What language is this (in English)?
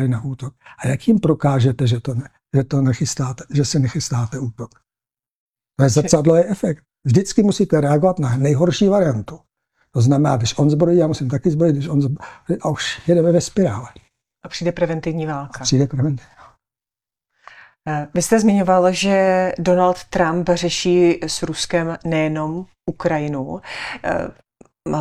Czech